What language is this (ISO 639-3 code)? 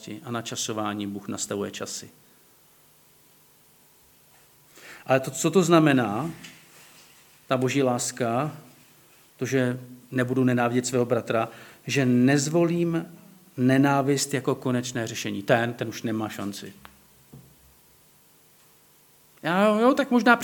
ces